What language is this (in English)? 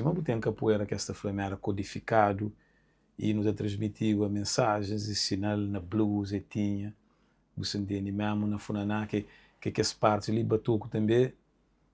Kabuverdianu